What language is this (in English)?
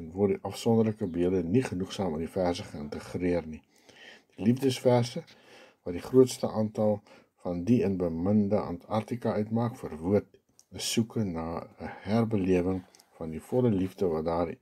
Afrikaans